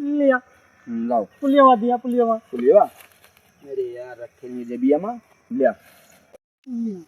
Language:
Awadhi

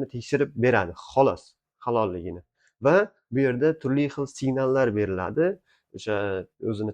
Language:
Uzbek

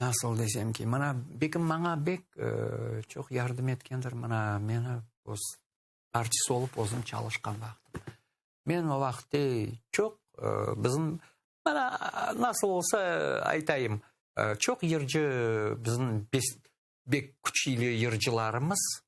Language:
Crimean Tatar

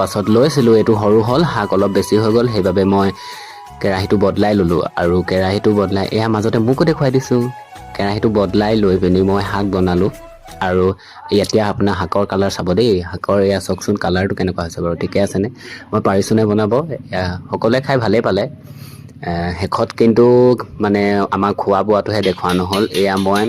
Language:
Assamese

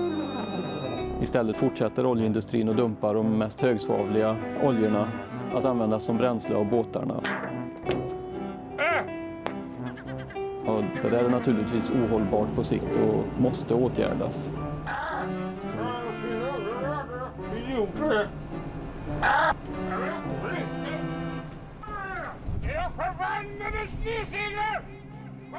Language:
Swedish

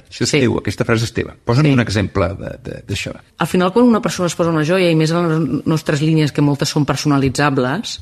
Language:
Catalan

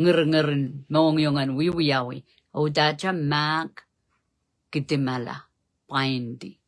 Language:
Pohnpeian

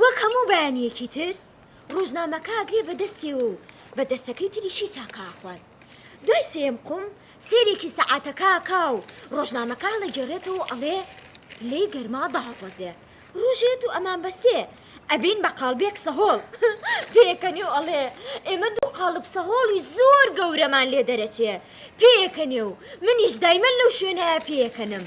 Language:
Central Kurdish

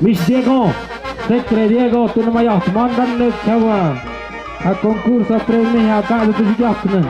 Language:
Tlahuitoltepec Mixe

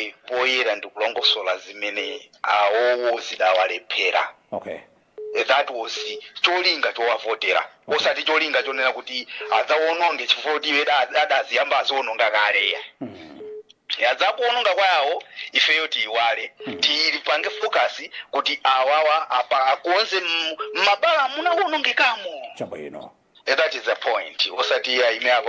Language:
Nyanja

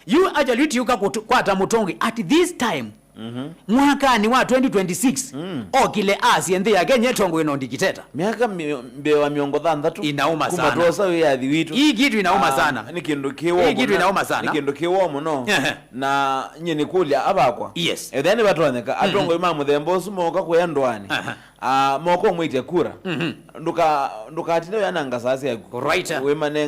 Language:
Kamba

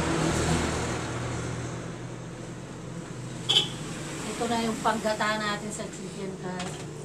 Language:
Filipino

